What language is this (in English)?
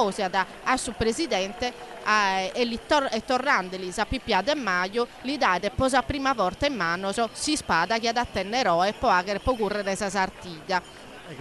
Sardinian